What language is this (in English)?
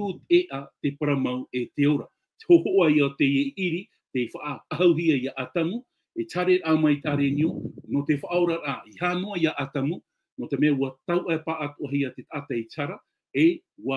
Tahitian